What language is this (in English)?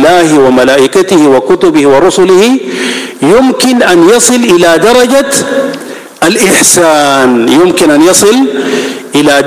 Arabic